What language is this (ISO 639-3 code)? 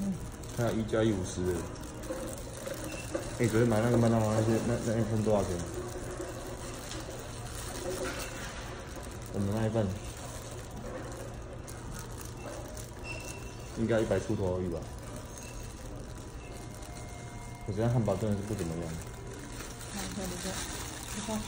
zho